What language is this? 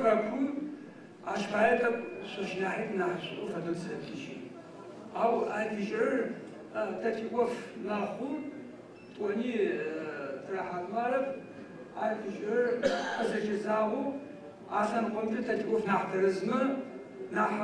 Adyghe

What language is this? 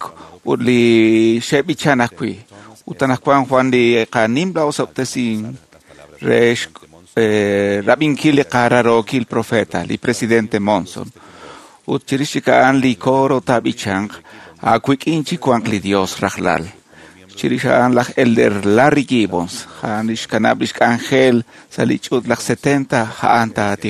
Kekchí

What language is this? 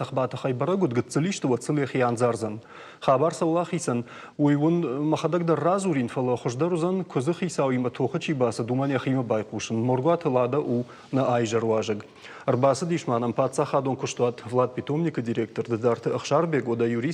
Ossetic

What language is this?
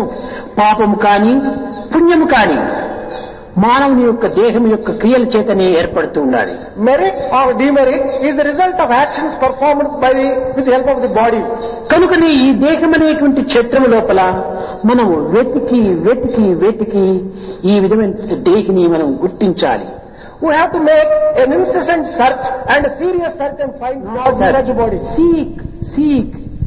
Telugu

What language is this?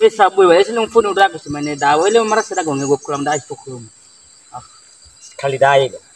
Nias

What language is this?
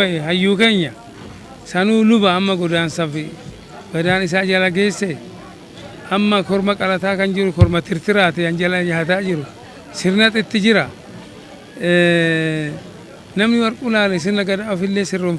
Oromo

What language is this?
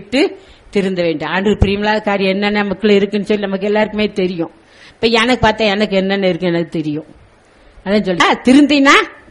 Tamil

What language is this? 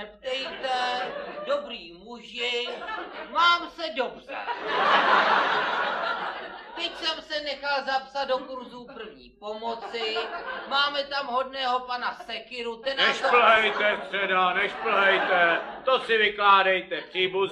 Czech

